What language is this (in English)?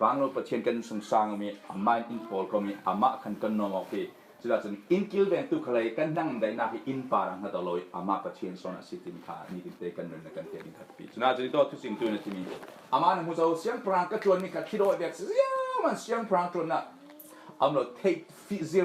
Falam Chin